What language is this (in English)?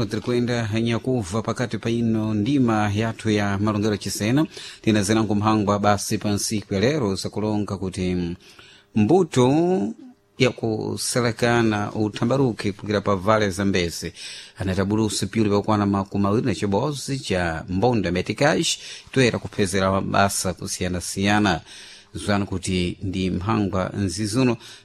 Sena